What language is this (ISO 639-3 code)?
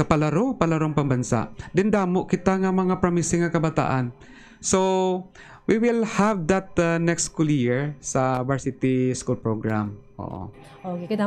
hil